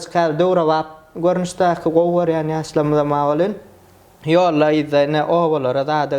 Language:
Turkmen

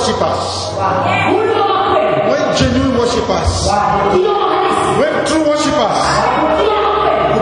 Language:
Swahili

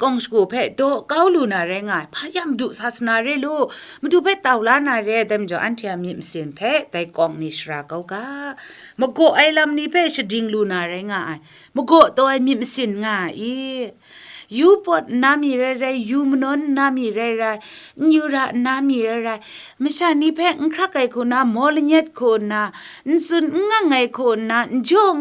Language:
Kachin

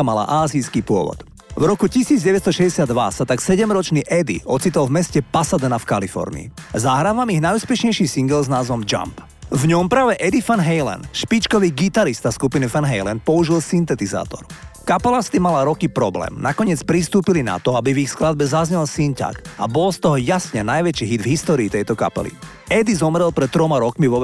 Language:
Slovak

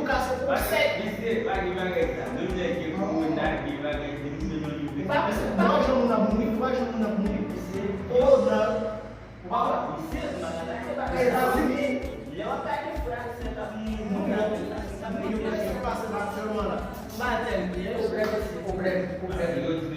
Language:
Haitian Creole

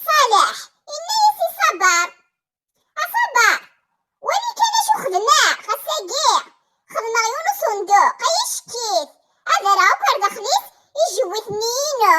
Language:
Kabyle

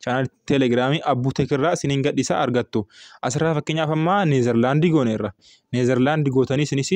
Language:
Oromo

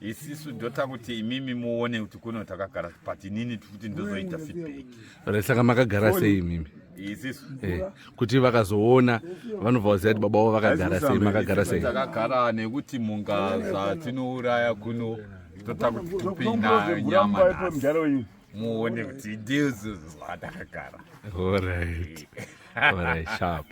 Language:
Shona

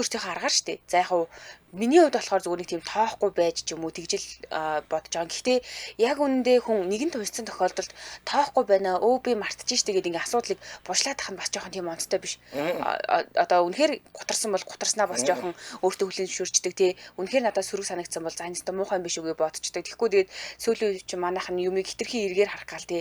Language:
Mongolian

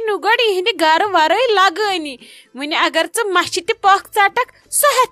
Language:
Kashmiri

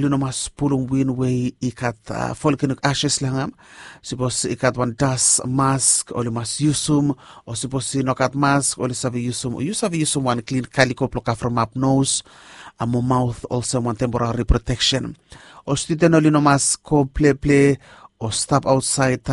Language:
Bislama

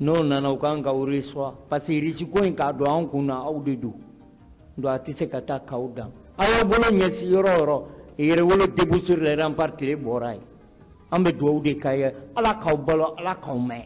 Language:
Bambara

